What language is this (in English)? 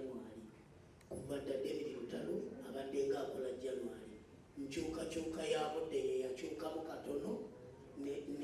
Ganda